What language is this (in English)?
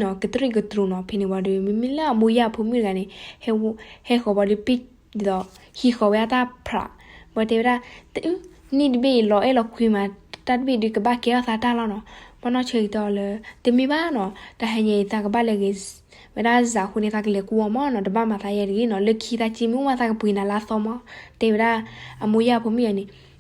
S'gaw Karen